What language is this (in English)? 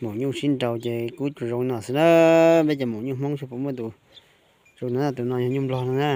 Hmong